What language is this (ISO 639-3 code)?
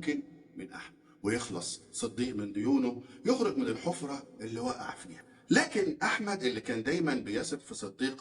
arz